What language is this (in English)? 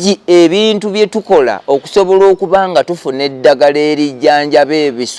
Ganda